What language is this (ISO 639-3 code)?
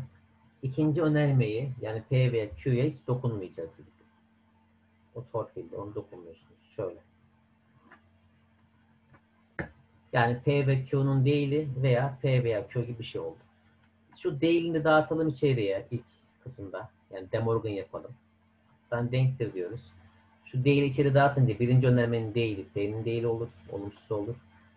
tur